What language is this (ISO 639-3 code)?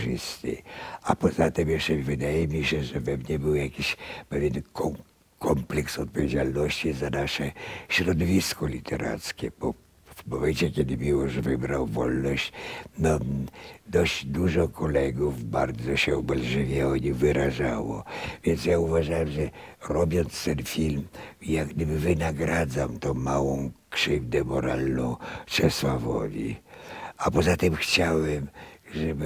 pol